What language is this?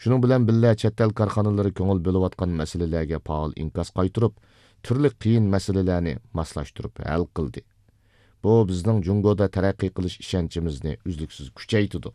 Uyghur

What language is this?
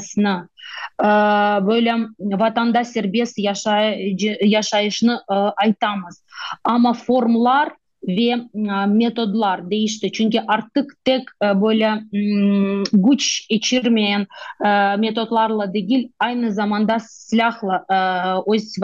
Crimean Tatar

